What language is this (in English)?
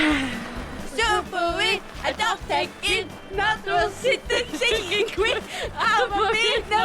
Kalaallisut